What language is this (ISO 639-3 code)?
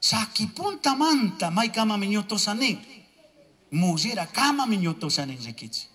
qug